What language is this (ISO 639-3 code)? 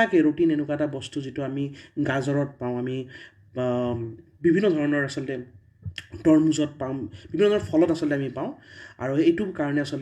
asm